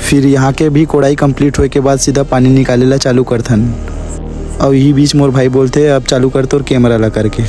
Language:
Chhattisgarhi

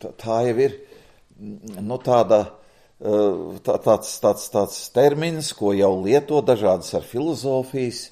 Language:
Latvian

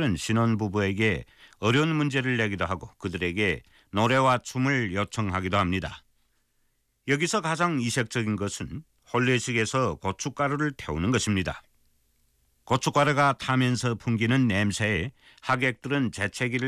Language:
Korean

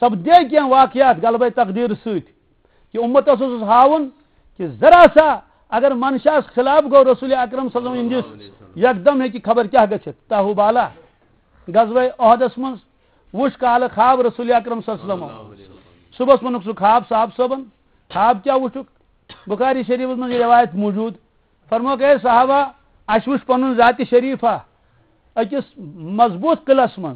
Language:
Kashmiri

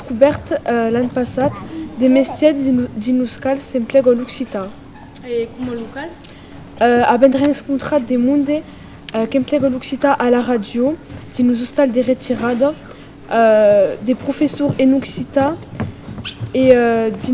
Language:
Occitan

